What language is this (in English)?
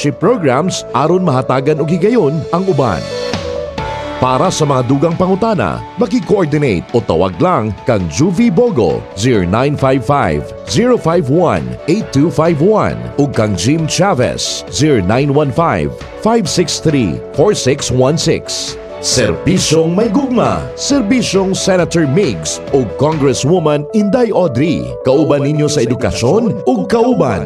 Cebuano